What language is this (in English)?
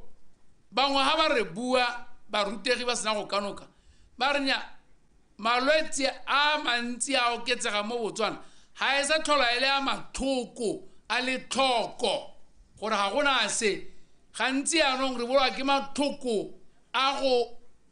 Tswana